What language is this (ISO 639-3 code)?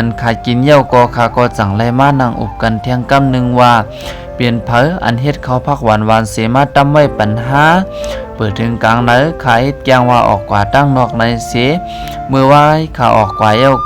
shn